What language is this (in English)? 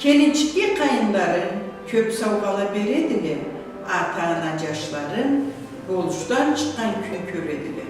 Karachay-Balkar